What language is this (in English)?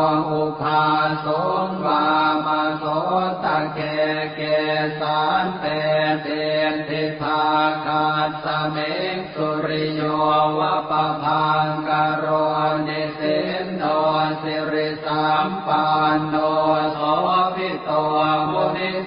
Pali